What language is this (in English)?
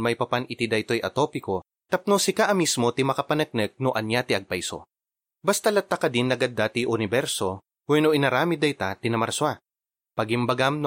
Iloko